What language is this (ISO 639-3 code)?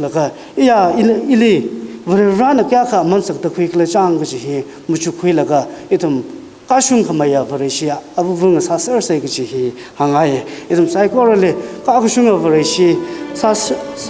nmf